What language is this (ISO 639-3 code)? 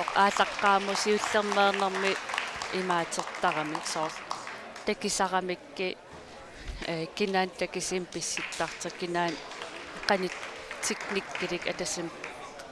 kal